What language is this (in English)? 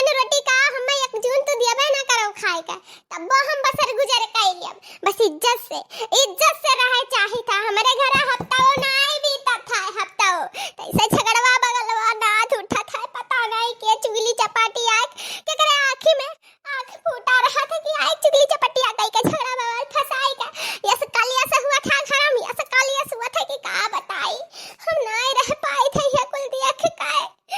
Awadhi